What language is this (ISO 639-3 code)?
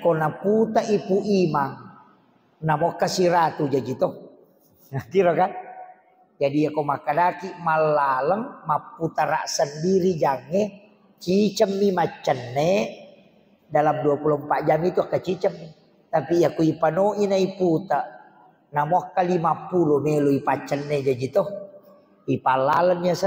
bug